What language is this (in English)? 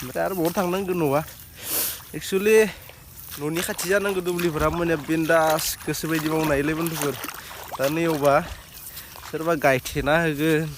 Bodo